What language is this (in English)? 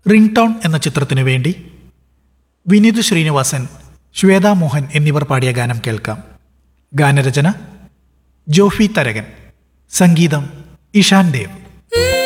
Malayalam